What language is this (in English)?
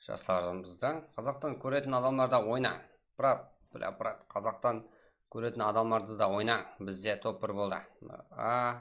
Kara-Kalpak